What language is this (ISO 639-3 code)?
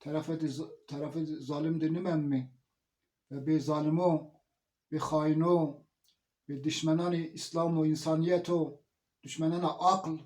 zza